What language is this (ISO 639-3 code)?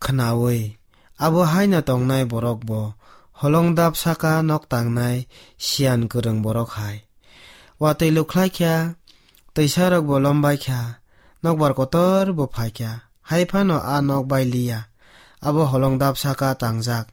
trp